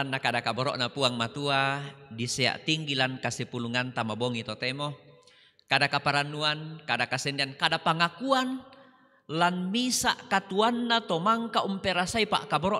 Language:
Toraja-Sa'dan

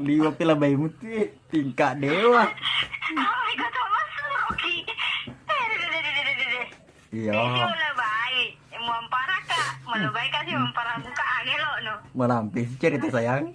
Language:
Buginese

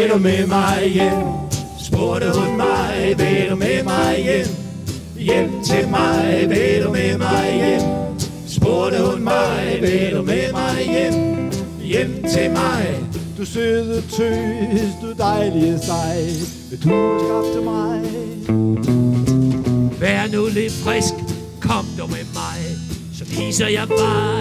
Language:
Danish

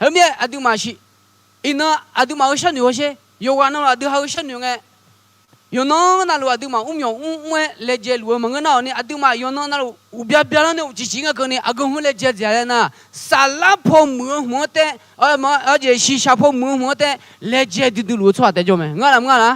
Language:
Akha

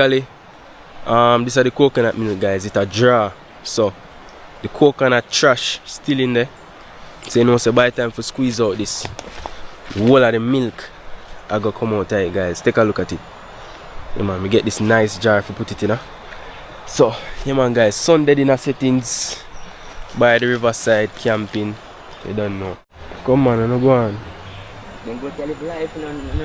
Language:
Jamaican Creole English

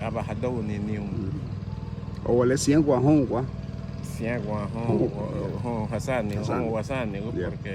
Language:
Garifuna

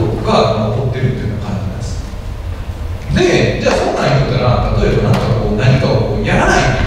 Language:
Japanese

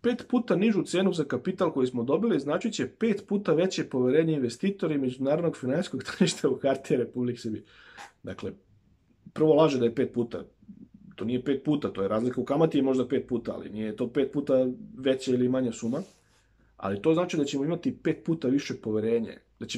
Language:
Serbian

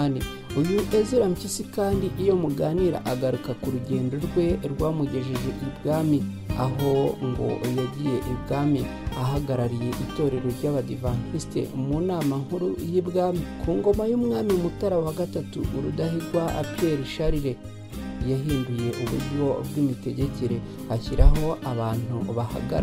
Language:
Kinyarwanda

